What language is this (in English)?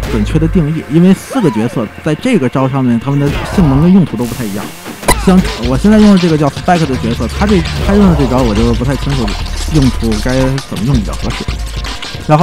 Chinese